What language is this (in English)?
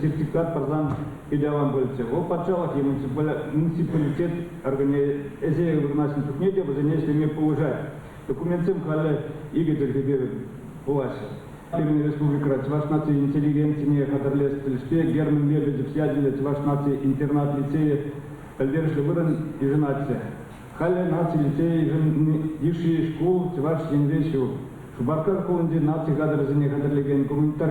Chuvash